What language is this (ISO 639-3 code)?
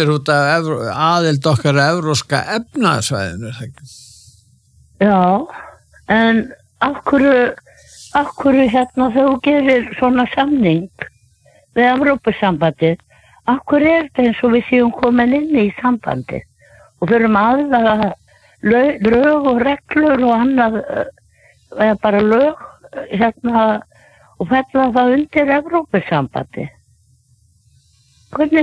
isl